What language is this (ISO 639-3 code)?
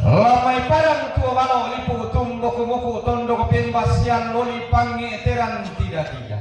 sda